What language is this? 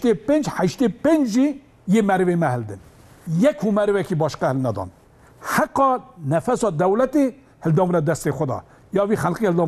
Kurdish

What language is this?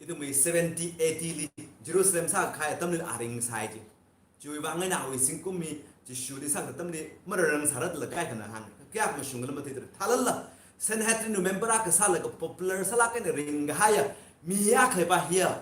Tangkhul Naga (India)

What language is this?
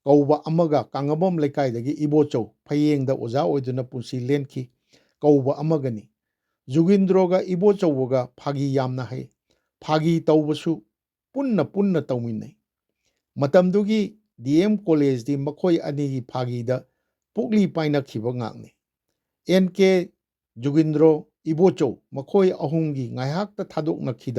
Manipuri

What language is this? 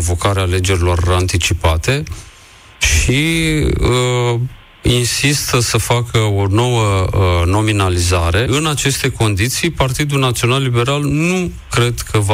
Romanian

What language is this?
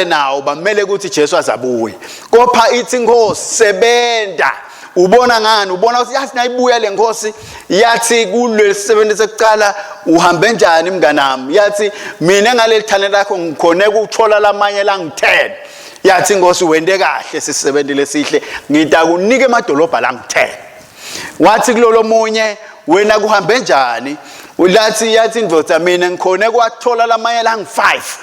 Swati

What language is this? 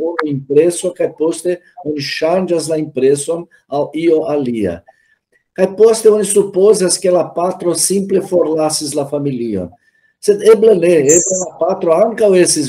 Esperanto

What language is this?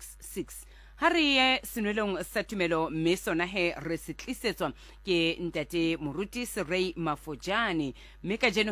Southern Sotho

